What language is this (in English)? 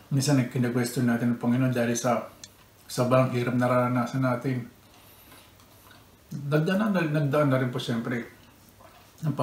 Filipino